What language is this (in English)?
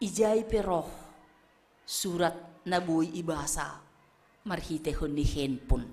Batak Simalungun